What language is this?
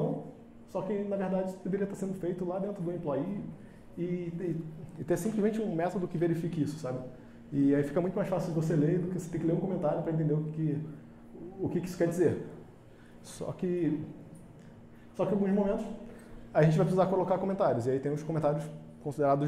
Portuguese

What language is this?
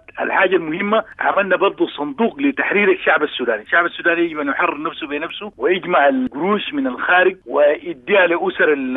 Sudanese Arabic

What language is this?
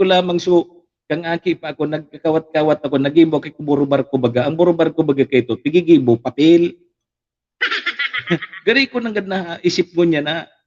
Bikol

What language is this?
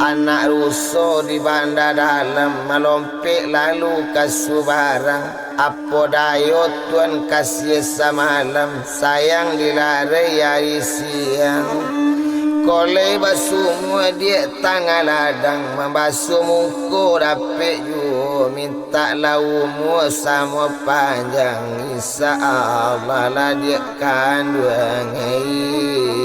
Minangkabau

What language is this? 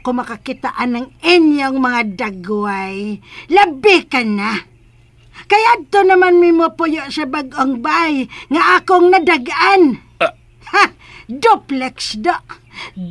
Cebuano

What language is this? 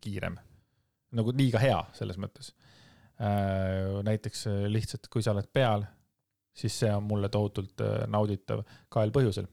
Estonian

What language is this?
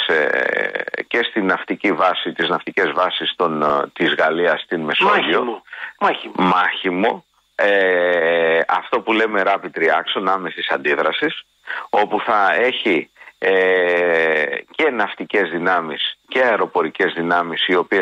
Greek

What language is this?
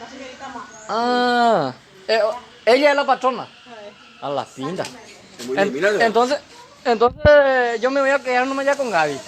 Guarani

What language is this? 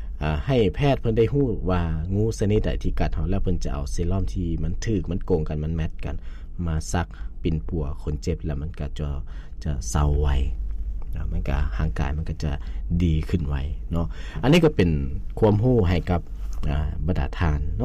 Lao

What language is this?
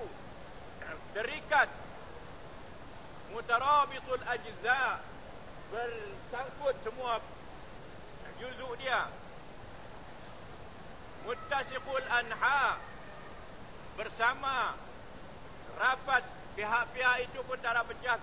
Malay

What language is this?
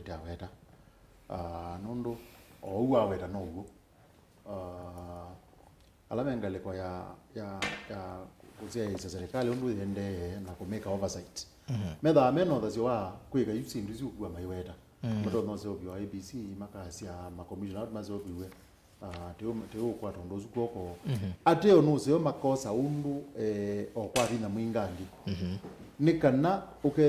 Kamba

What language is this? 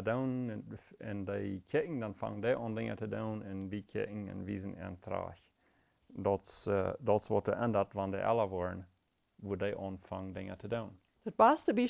Plautdietsch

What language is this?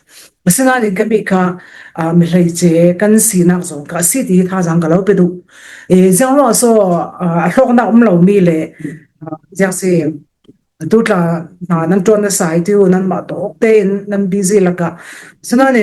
Falam Chin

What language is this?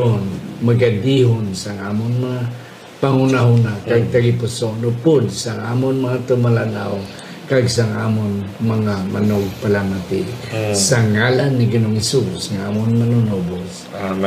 Hiligaynon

